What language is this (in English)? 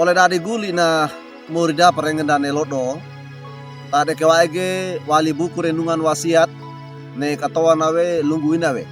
Wejewa